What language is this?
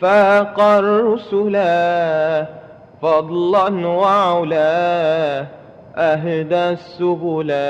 Madurese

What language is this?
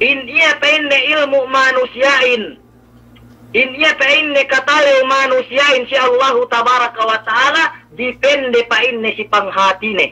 Yakan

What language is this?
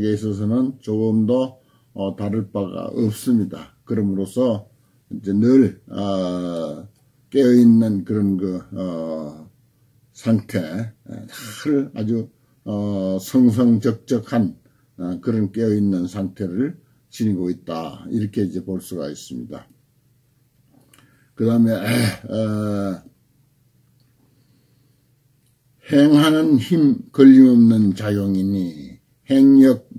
Korean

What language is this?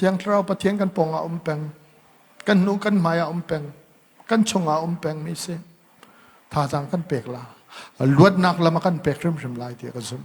Hakha Chin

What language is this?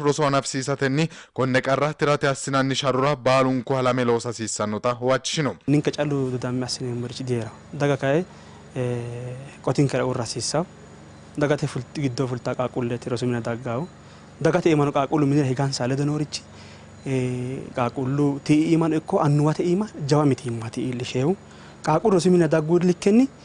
Sidamo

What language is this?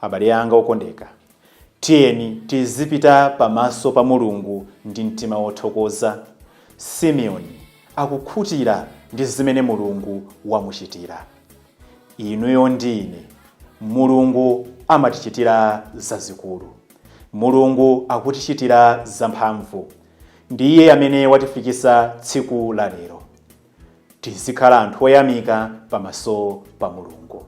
Nyanja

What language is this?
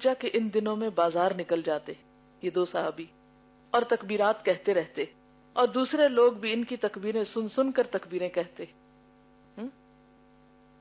Urdu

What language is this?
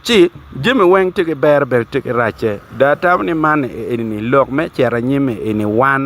Acoli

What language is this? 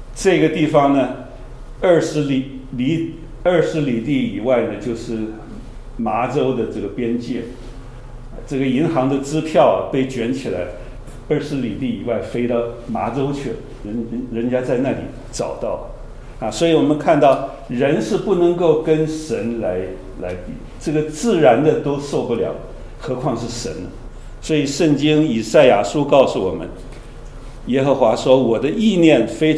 Chinese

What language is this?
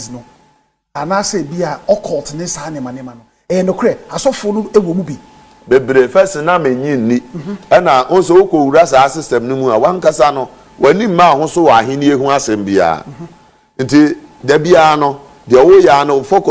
Akan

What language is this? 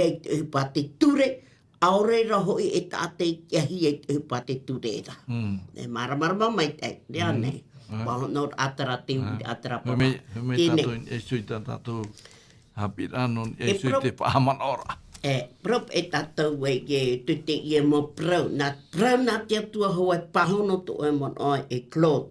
Tahitian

